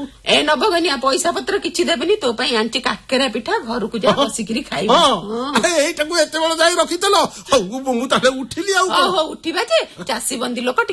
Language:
Odia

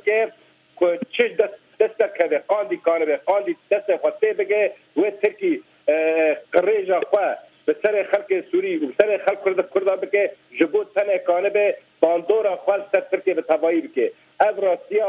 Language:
Kurdish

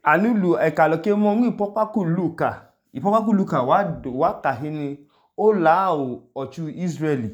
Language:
Idoma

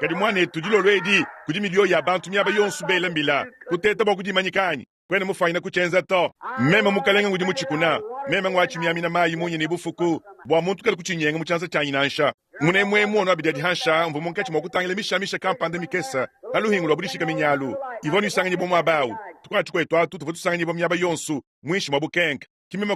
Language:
Luba-Lulua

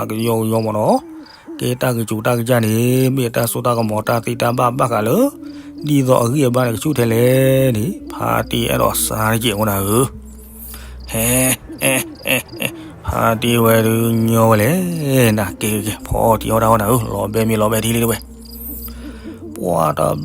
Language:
S'gaw Karen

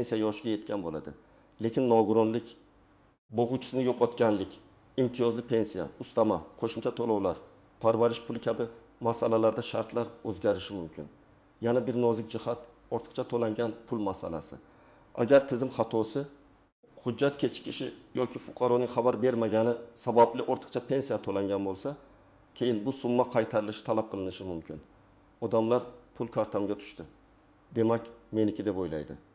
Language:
Uzbek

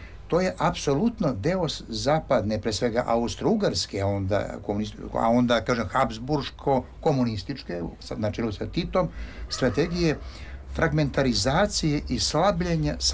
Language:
Serbian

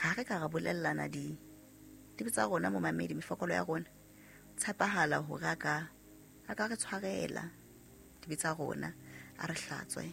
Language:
Southern Sotho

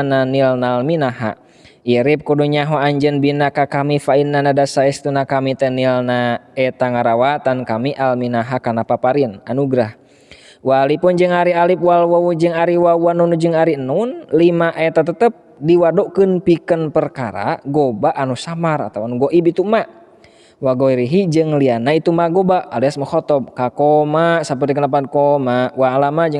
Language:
Sundanese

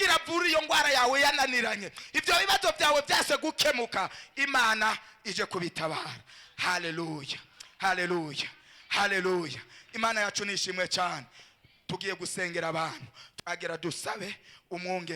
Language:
Rundi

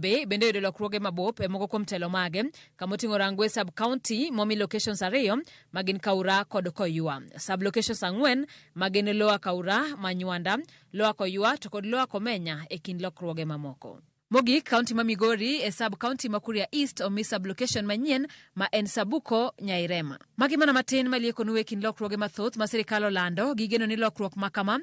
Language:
Luo (Kenya and Tanzania)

